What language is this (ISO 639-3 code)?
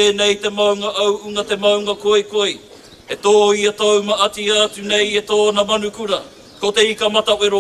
mri